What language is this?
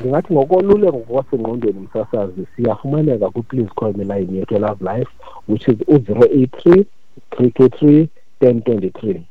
Xhosa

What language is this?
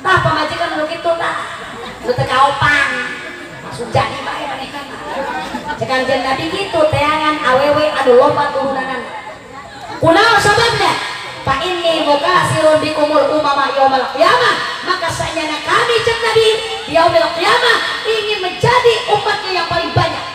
Sundanese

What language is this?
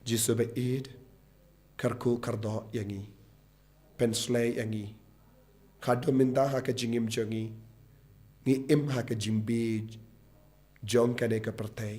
Khasi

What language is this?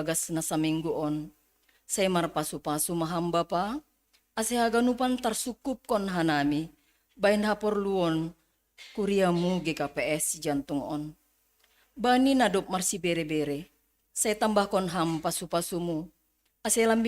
Batak Simalungun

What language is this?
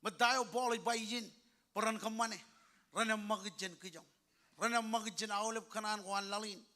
Marshallese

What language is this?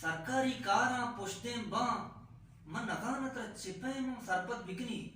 Baluchi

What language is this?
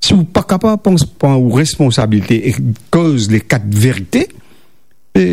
Morisyen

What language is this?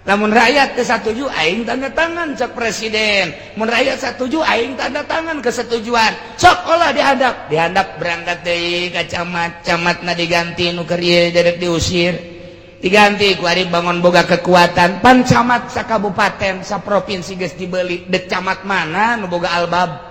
Sundanese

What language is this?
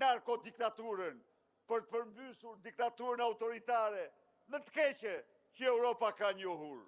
Albanian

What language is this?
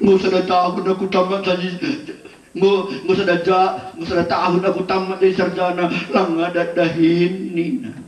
Batak Karo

